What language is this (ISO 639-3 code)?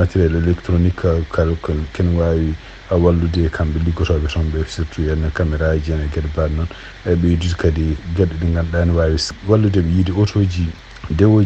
ful